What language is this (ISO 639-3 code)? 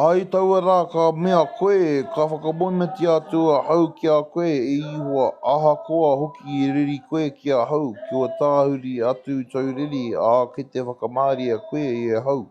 mri